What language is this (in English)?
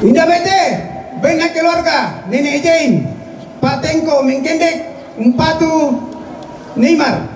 Toraja-Sa'dan